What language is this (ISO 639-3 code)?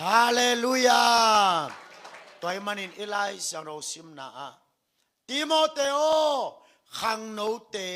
ctd